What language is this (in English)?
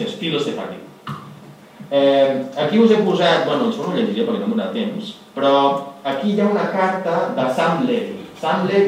Catalan